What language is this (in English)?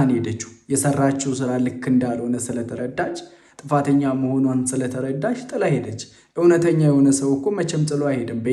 Amharic